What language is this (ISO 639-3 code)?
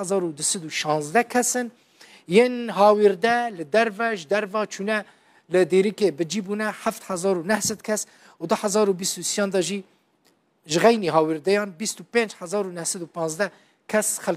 kur